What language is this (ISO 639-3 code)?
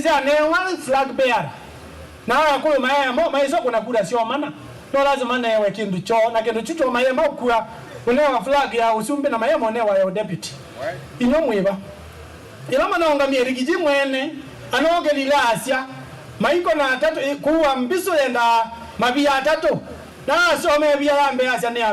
kam